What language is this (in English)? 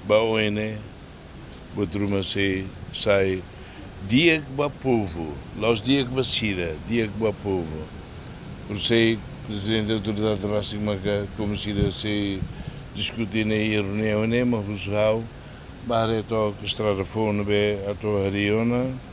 Tetum